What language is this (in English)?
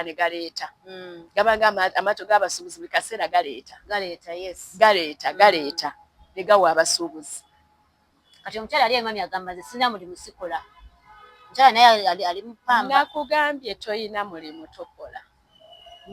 Ganda